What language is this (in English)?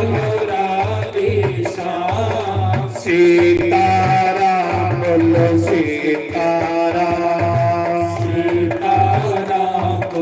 Dogri